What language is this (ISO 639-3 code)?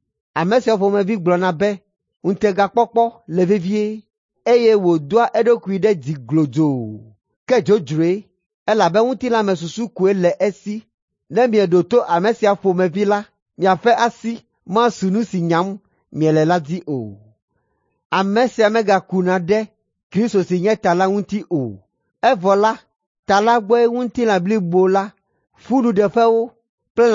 ewe